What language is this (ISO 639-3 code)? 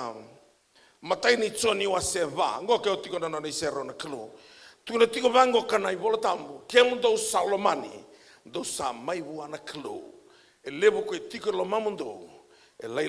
fij